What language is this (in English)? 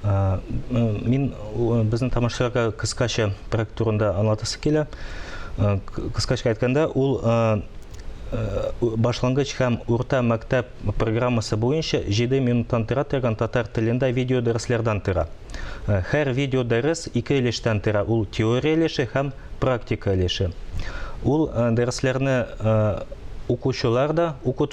Tatar